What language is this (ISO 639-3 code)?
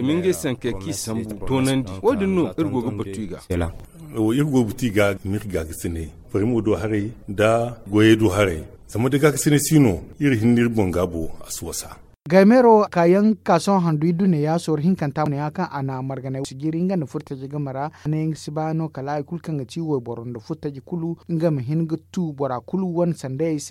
dje